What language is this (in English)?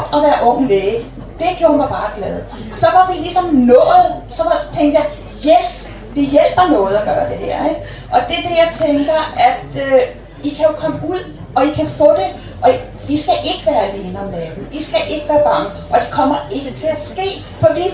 Danish